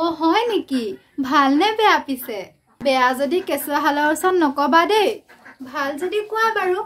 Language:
Assamese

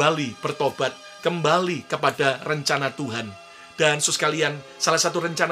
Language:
Indonesian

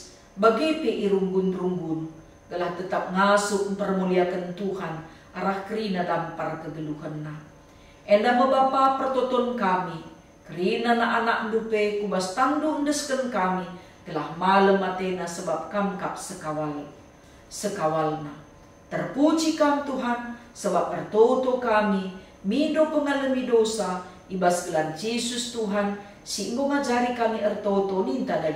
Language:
Batak Karo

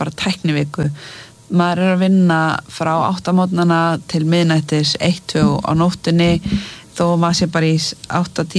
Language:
Icelandic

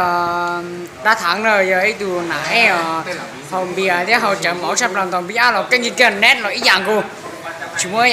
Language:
Hmong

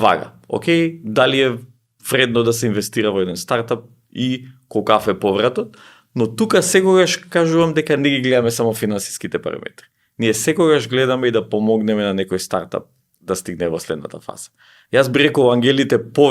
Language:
Macedonian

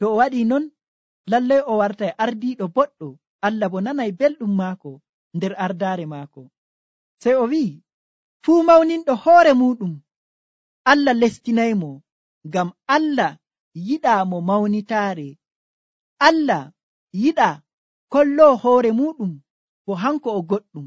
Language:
Nigerian Fulfulde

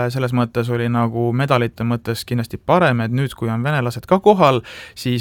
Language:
Estonian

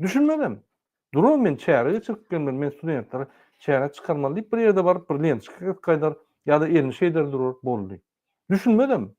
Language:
Turkmen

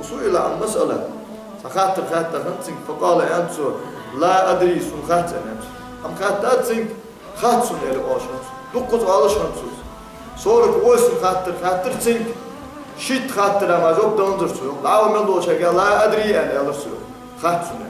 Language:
Ingush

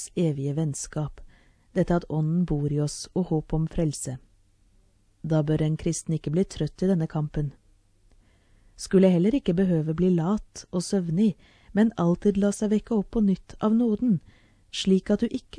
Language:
Norwegian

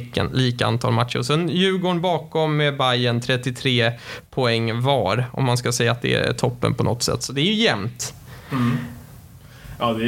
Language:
Swedish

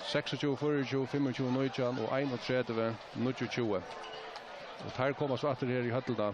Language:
Faroese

